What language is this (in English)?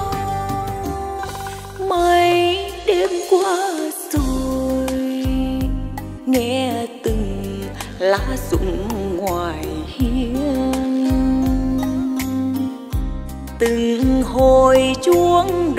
Vietnamese